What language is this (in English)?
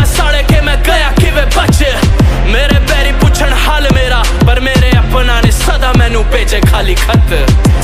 Hindi